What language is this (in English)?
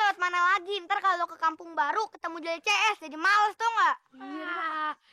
Betawi